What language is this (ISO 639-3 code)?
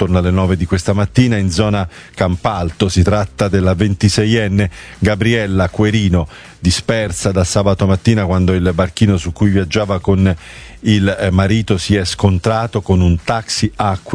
ita